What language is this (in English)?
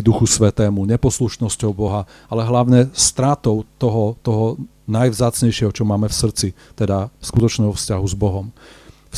Slovak